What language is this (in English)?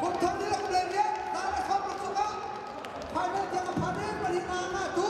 Hakha Chin